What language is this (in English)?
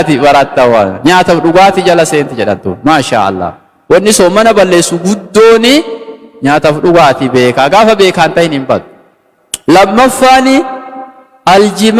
Oromo